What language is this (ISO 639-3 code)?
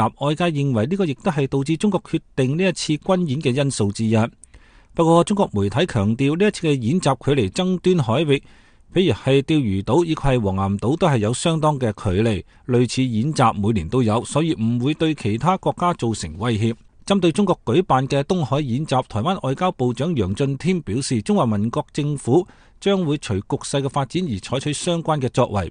yue